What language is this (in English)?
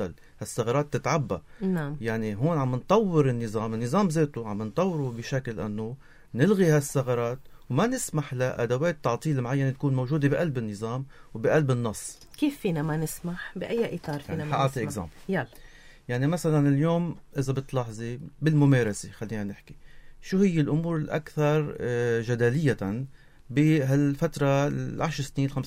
North Levantine Arabic